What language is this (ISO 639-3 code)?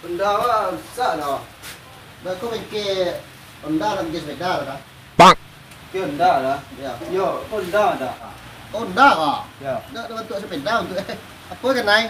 min